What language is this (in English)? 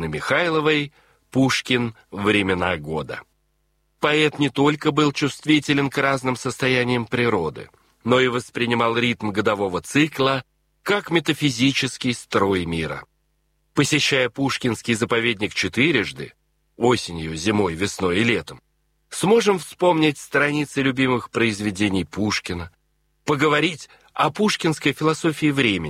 Russian